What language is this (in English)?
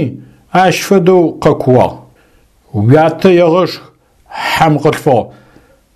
Adyghe